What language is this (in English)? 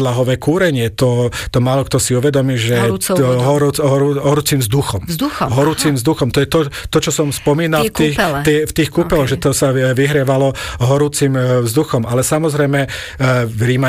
Slovak